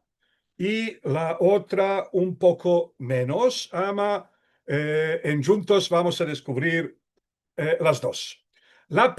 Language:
Ladino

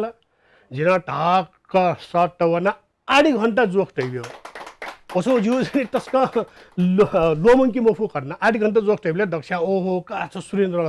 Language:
Newari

